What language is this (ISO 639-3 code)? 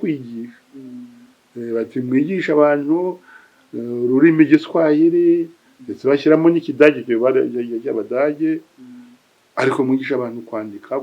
kin